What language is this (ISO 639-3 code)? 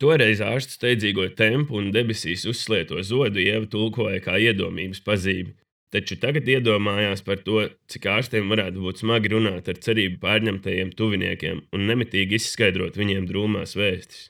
lav